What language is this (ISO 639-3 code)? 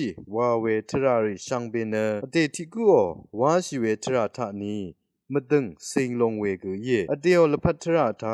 raw